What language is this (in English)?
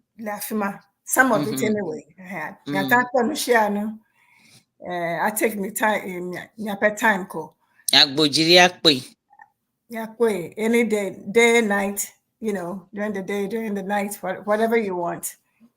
Ewe